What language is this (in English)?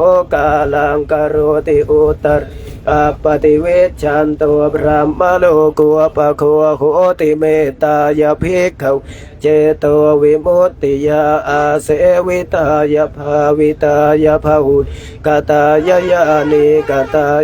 Pali